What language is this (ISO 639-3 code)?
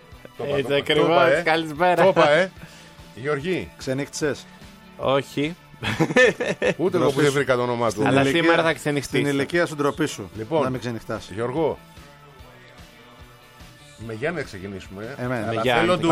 ell